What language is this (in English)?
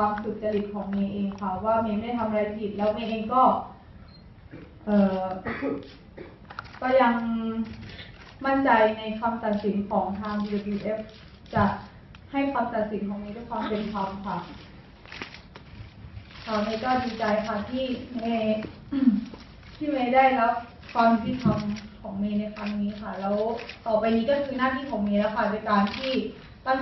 Thai